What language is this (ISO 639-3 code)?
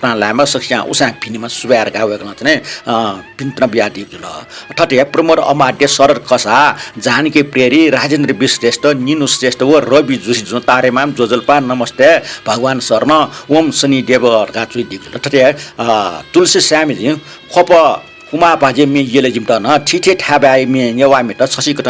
new